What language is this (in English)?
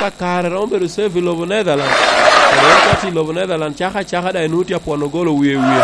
Lango (Uganda)